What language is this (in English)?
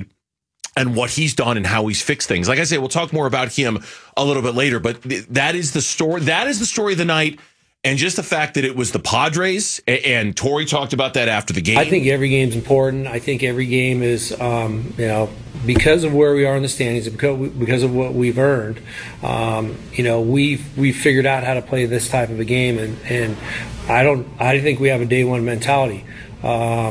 English